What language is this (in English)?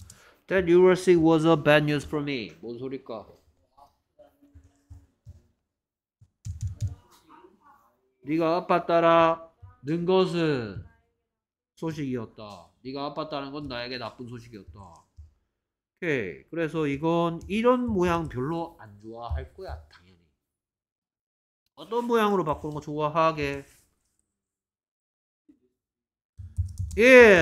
Korean